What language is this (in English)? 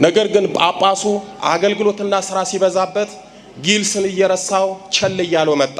Amharic